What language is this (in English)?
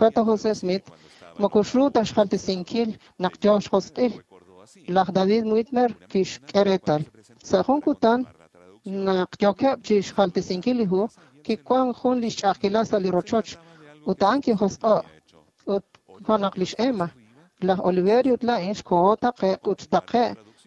Kekchí